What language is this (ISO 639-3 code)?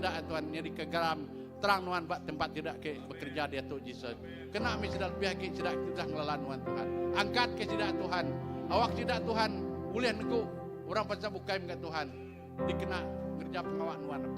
iba